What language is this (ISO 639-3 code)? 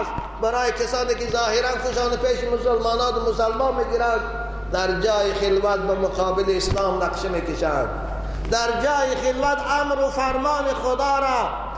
fas